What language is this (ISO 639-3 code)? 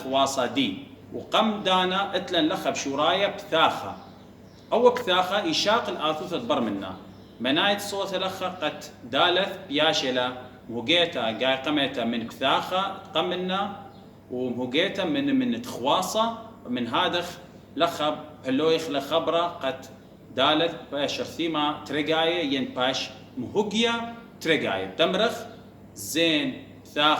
aii